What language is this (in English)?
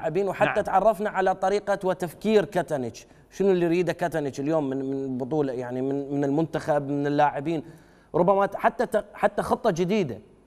Mesopotamian Arabic